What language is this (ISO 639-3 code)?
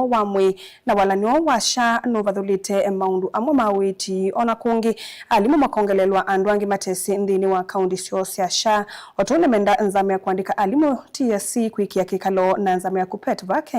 kam